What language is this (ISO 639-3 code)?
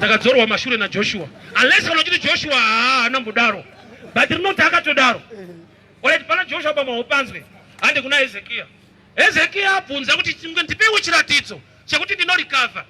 sna